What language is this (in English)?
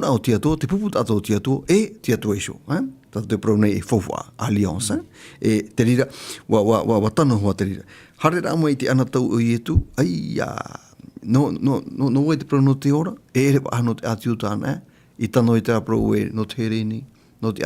Tahitian